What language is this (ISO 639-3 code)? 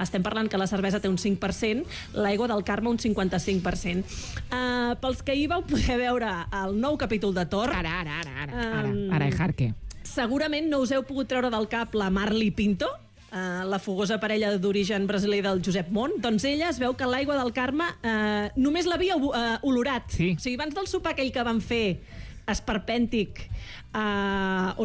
cat